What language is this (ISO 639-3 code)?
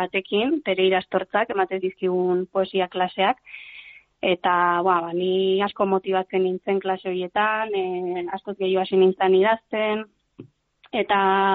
eus